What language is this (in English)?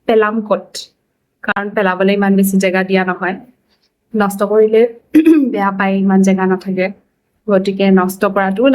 Assamese